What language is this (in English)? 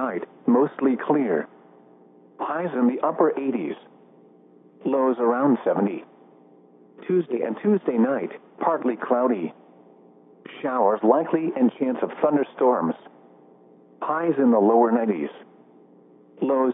English